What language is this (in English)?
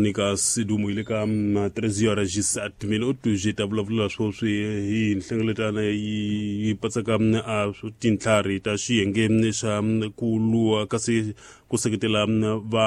Tsonga